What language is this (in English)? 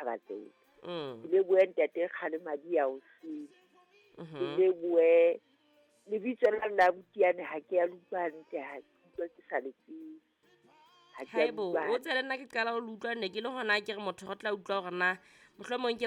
Southern Sotho